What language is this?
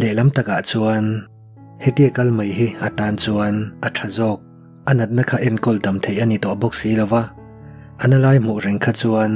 Mizo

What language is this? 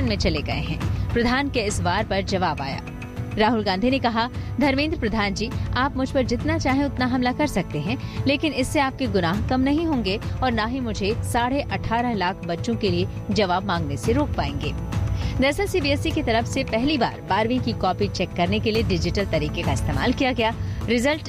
Hindi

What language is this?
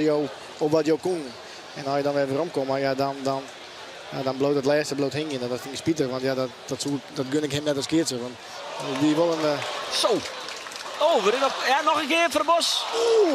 Western Frisian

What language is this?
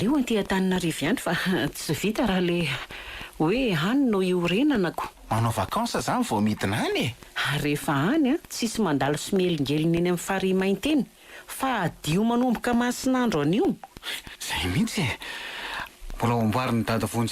Malagasy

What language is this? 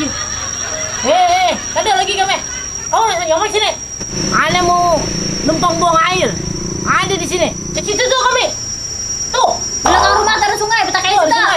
Banjar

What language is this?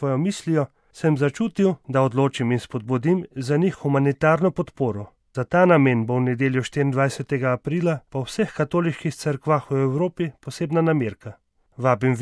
Slovenian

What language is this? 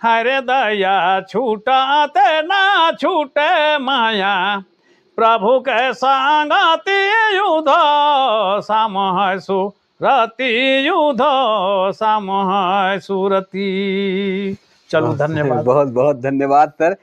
Sadri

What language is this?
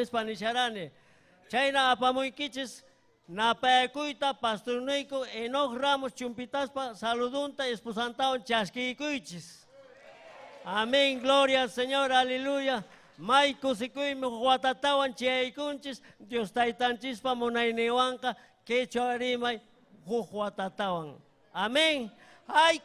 Ayacucho Quechua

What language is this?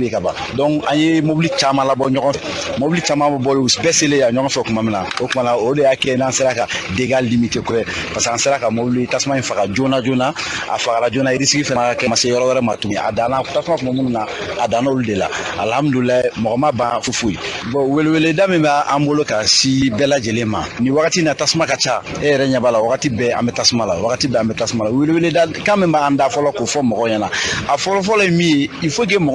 Bambara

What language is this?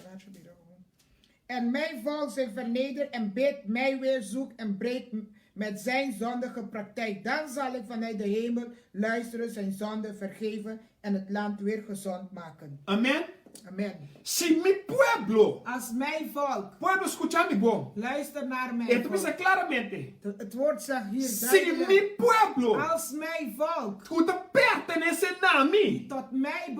Papiamento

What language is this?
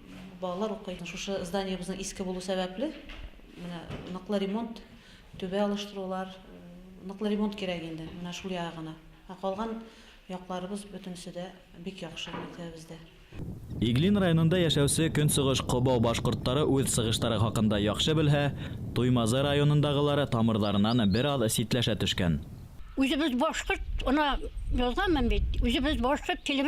Bashkir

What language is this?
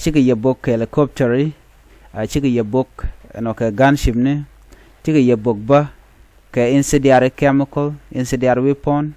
Nuer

